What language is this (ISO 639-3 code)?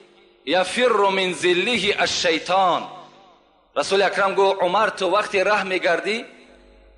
tgk